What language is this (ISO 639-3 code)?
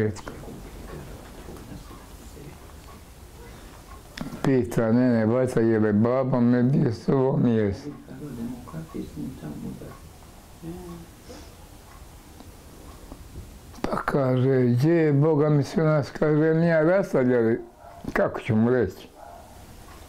bos